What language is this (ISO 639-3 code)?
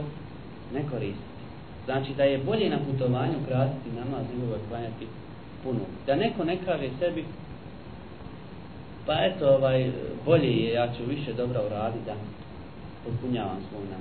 bos